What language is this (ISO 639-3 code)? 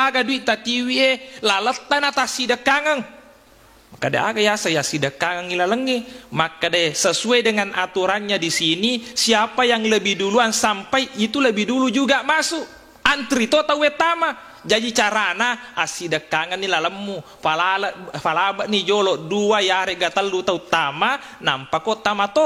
bug